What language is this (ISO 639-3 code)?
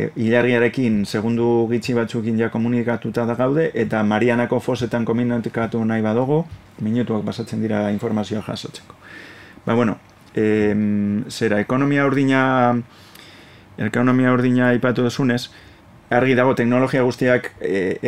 eus